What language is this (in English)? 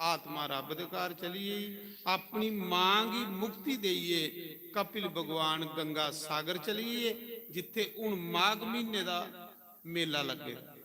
Dogri